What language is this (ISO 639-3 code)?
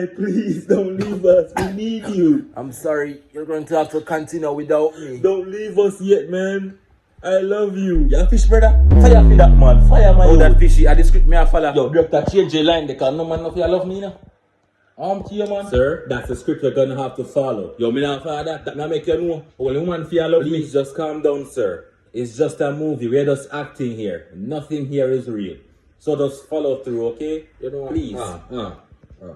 jam